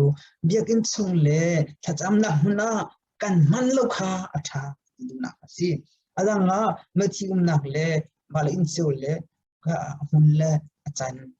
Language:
Hakha Chin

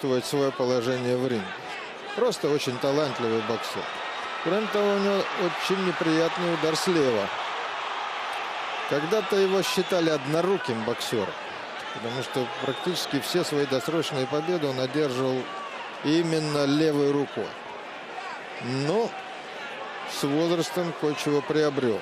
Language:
Russian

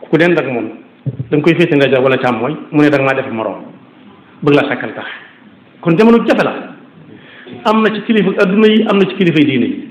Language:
Wolof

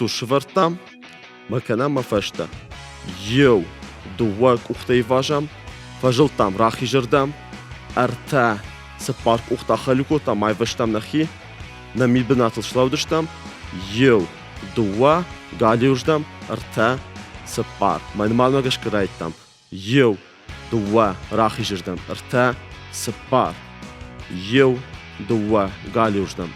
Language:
Ossetic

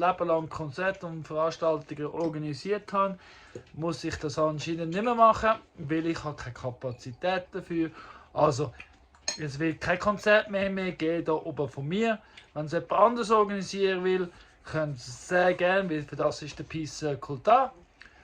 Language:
Swiss German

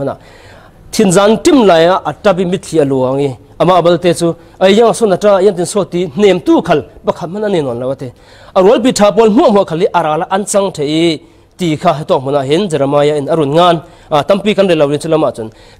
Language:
Falam Chin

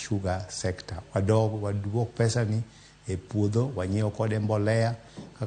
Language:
Luo (Kenya and Tanzania)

